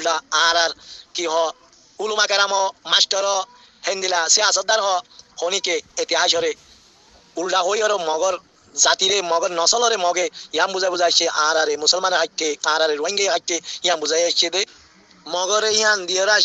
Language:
Rohingya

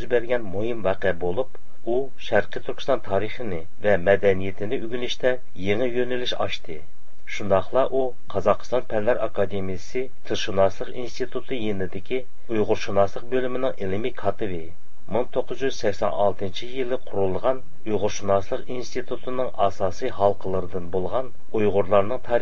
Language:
Uyghur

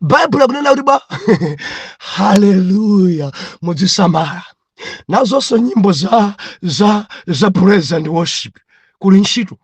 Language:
Nyanja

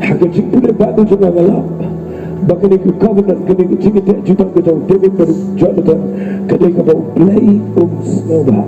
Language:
Khasi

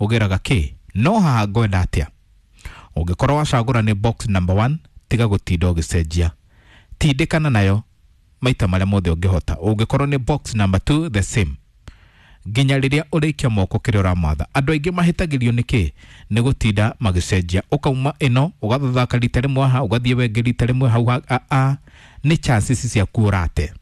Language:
Kikuyu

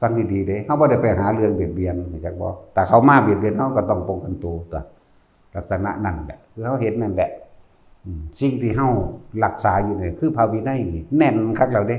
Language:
Northeastern Thai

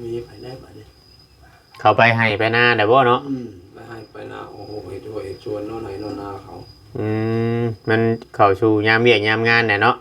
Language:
Northeastern Thai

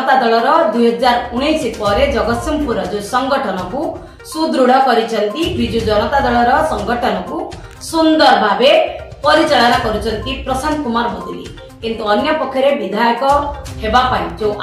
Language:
Odia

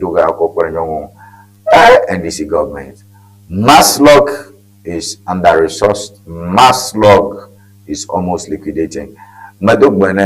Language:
Ewe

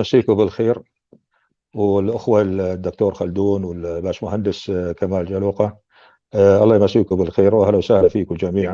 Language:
North Levantine Arabic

